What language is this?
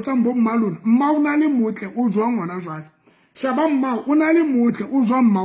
Southern Sotho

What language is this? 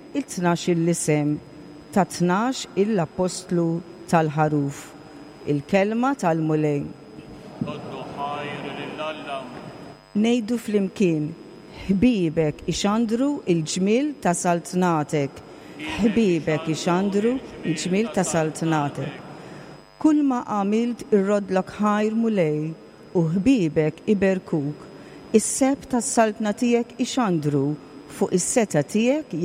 Maltese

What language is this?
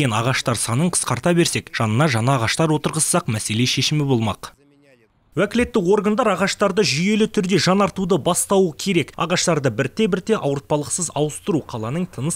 Kazakh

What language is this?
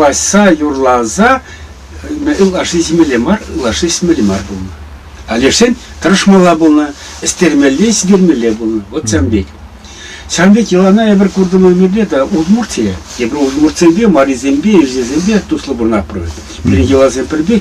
Chuvash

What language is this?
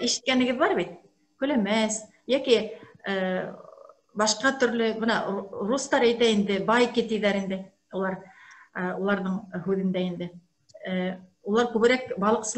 Bashkir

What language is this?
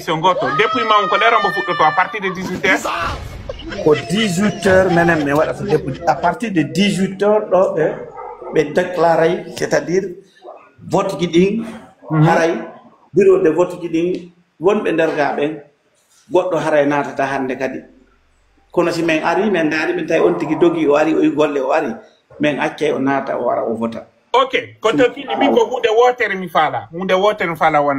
Pular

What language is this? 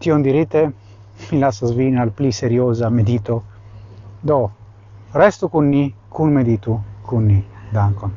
Esperanto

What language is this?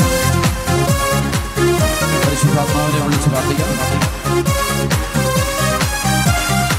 Malayalam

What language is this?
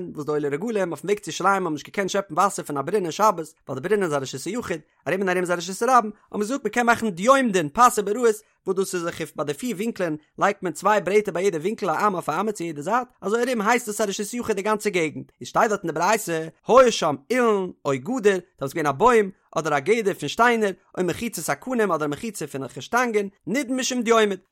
Yiddish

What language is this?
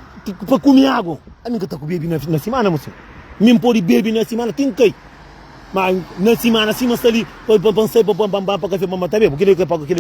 Kabuverdianu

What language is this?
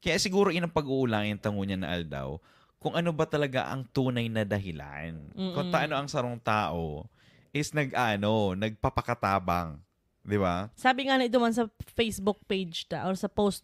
Bikol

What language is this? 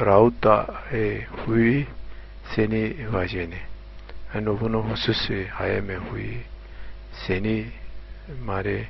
Zaza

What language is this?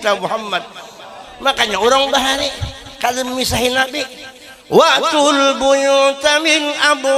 Banjar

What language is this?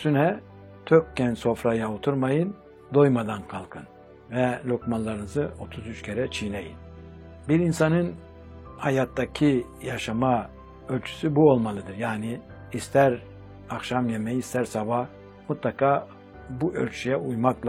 Turkish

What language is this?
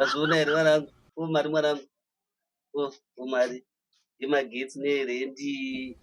Shona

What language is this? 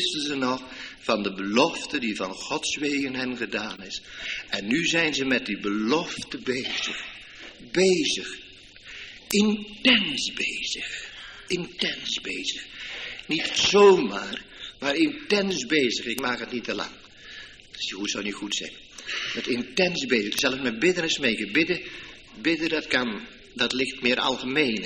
Dutch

